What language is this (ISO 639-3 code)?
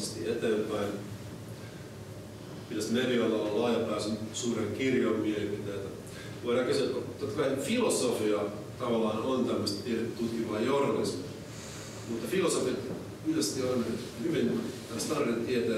fin